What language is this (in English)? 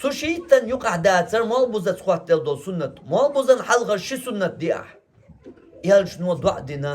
Chechen